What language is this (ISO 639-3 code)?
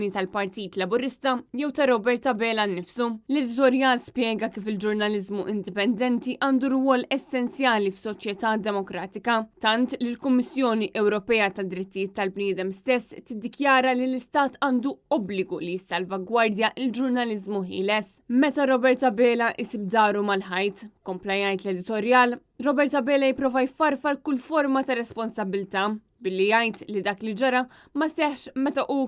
mlt